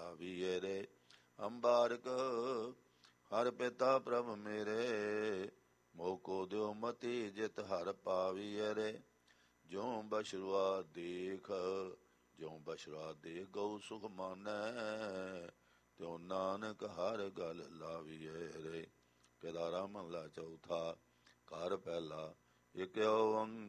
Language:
Punjabi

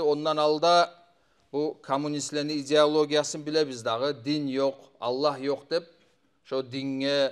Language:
Kumyk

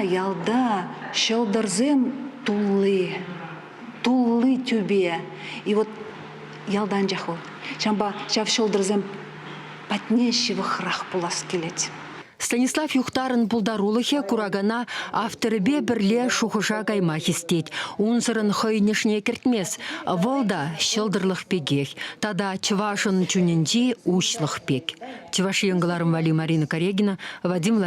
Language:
Chuvash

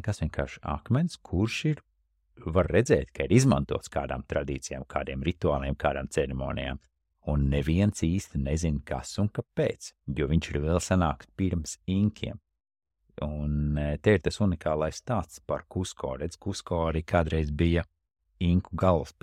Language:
Latvian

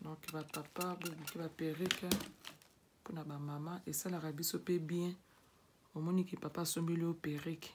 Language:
Lingala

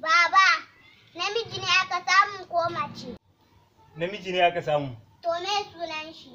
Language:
Hausa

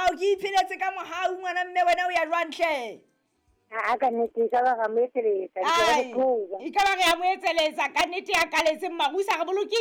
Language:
Southern Sotho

